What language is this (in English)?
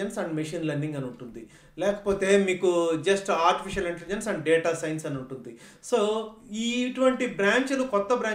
Telugu